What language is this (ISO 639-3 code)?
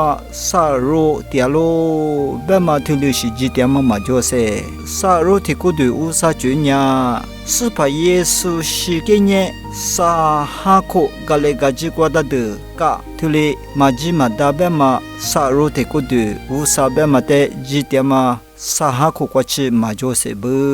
lis